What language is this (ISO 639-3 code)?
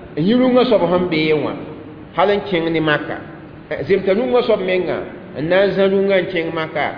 mos